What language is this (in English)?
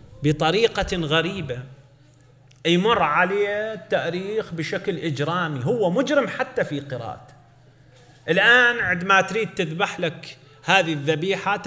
Arabic